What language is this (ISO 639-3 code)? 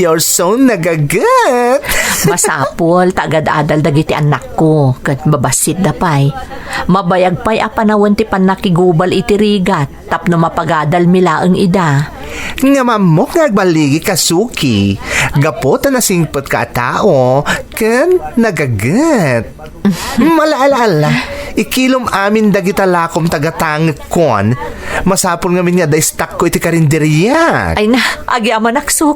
ilo